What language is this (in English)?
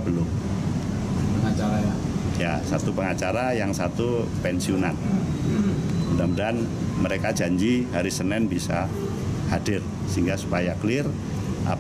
Indonesian